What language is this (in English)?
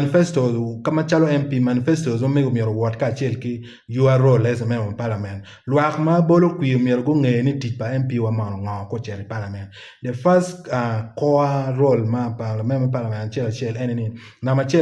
Acoli